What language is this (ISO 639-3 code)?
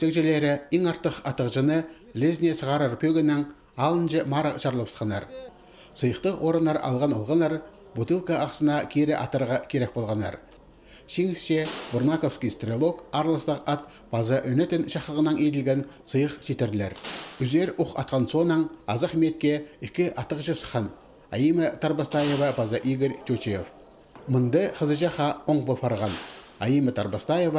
kjh